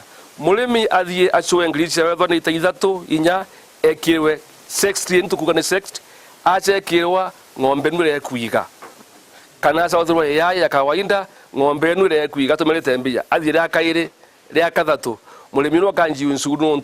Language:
Meru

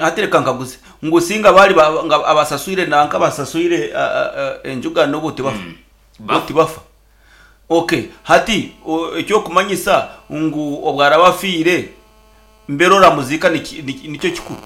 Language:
Nyankole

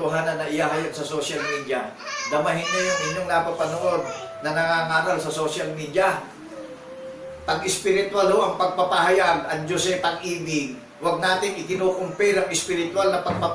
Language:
Filipino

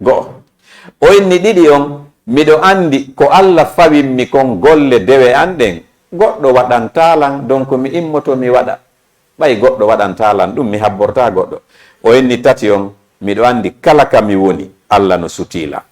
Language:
Fula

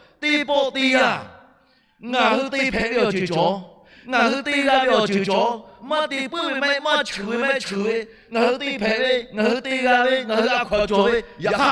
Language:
Lahu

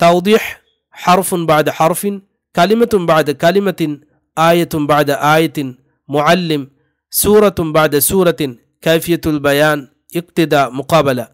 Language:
Divehi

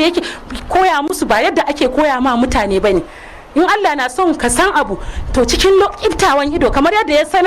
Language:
Hausa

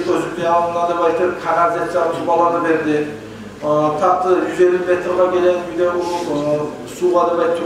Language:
Kumyk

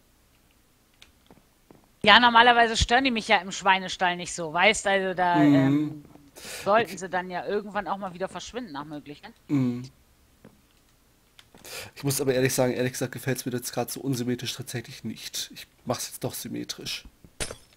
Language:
German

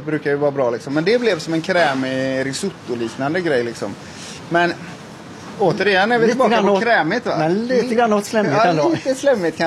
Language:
Swedish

